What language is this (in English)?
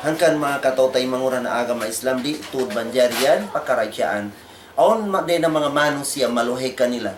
Tausug